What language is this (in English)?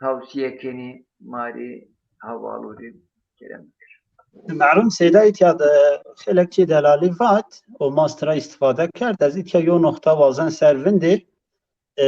Zaza